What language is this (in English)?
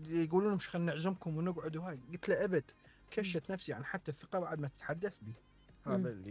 Mesopotamian Arabic